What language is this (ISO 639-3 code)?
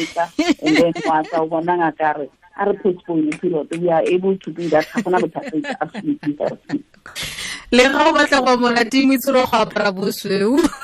tsn